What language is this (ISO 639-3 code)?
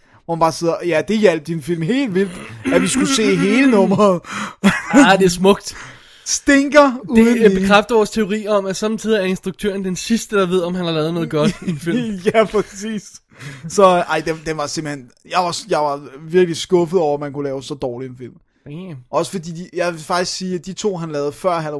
dan